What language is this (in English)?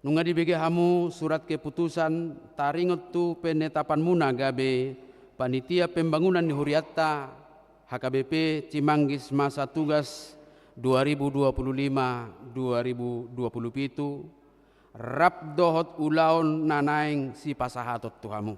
Batak Toba